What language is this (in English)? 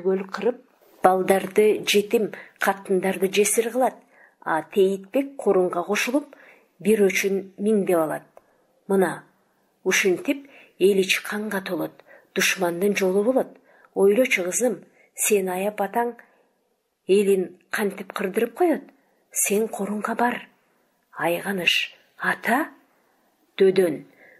Kyrgyz